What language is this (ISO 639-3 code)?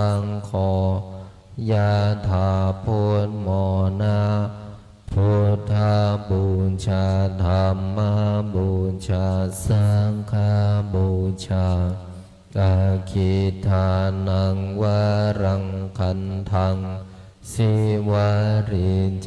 pli